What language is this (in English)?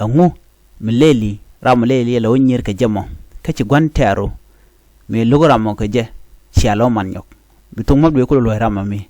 Nuer